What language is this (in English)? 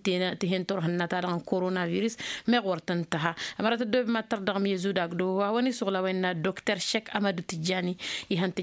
Tamasheq